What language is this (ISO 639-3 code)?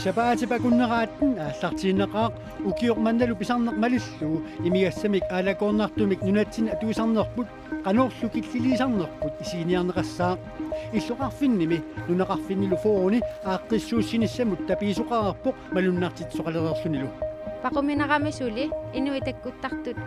kal